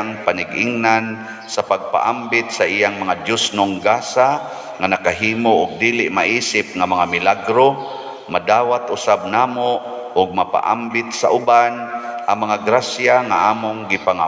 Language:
Cebuano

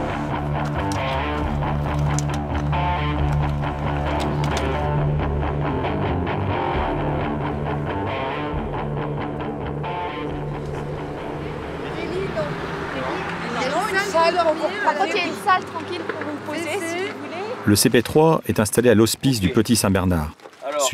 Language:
French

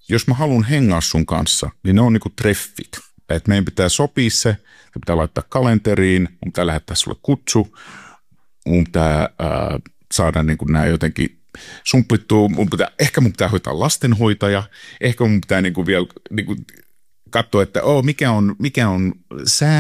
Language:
Finnish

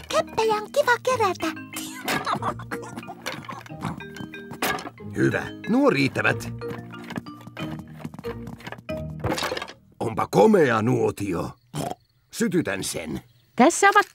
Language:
Finnish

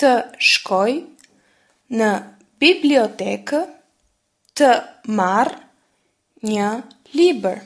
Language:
Albanian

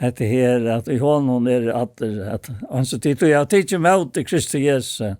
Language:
Faroese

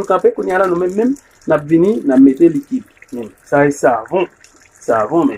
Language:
Haitian Creole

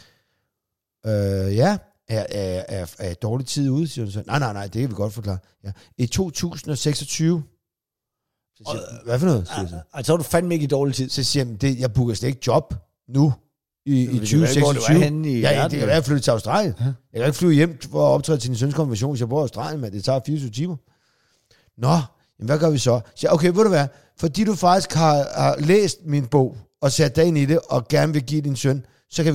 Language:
Danish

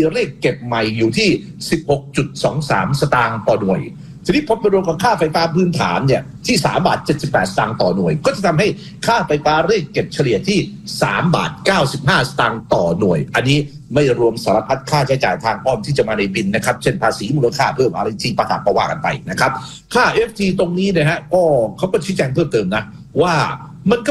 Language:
Thai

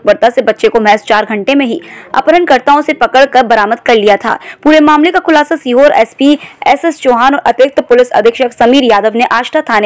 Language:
Hindi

